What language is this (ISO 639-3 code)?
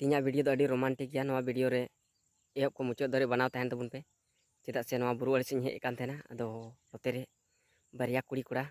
sat